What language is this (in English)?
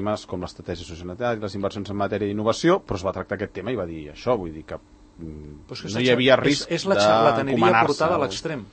Catalan